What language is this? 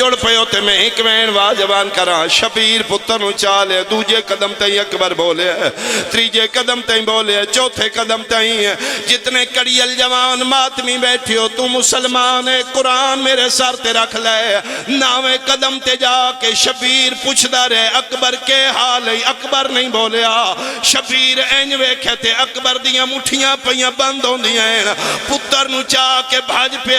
Pahari-Potwari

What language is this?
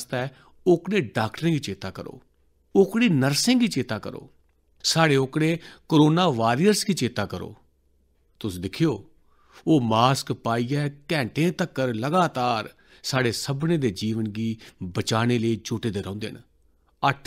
Dogri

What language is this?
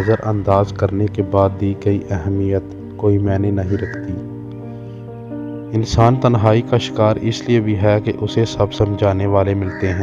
Urdu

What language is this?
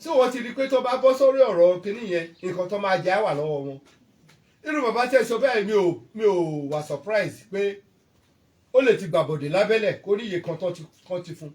Yoruba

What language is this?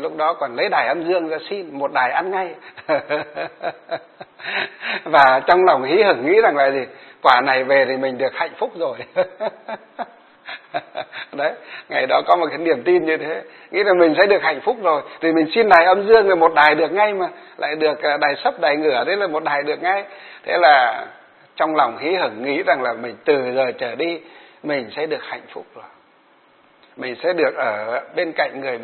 Vietnamese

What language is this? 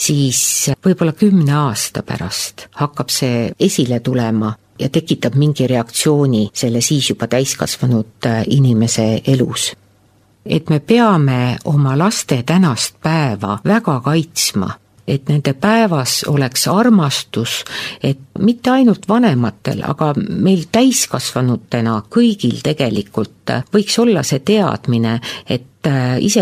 Estonian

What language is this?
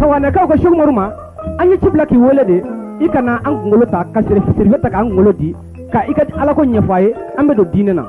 Bambara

